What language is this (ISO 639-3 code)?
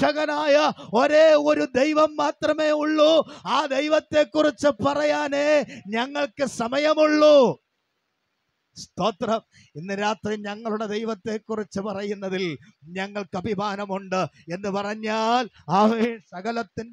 mal